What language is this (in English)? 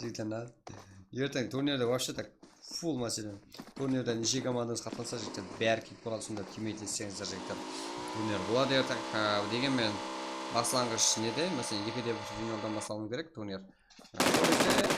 Kara-Kalpak